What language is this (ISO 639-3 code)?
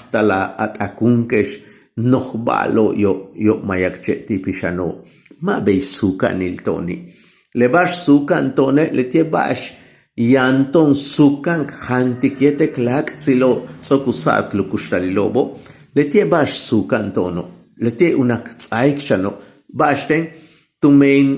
yua